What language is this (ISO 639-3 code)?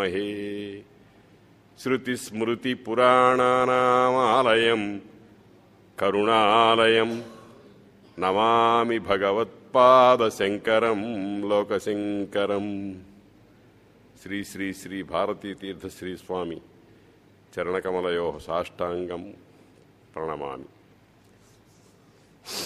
tel